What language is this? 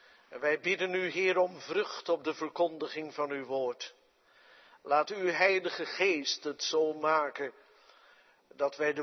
Dutch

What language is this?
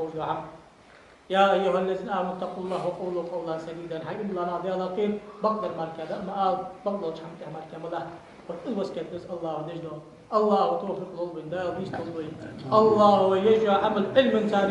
Ingush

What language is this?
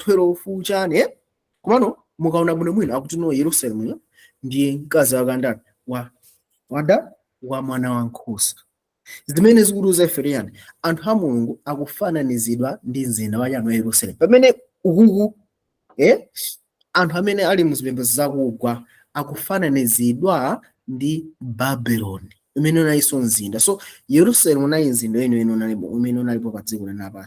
Nyanja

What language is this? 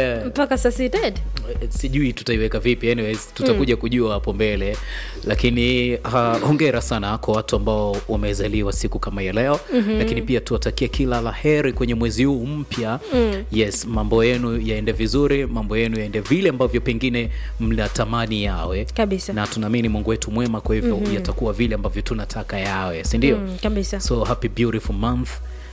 Swahili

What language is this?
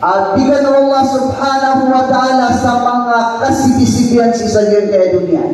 Maranao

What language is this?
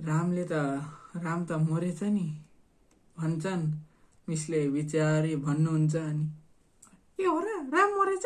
Nepali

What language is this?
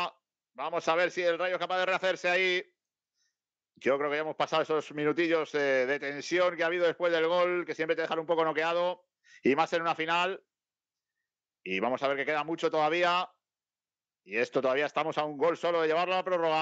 Spanish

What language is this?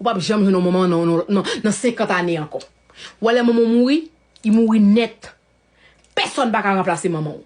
Haitian Creole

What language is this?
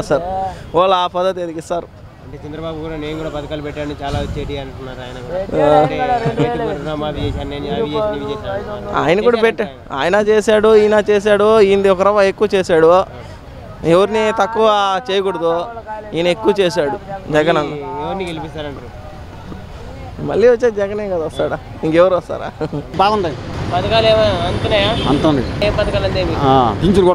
Telugu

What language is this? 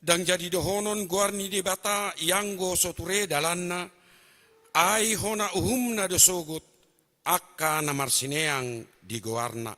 Batak Toba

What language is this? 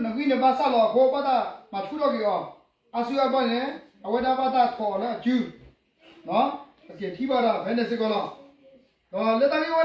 S'gaw Karen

